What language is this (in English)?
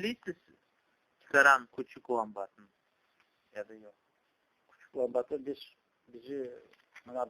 Crimean Tatar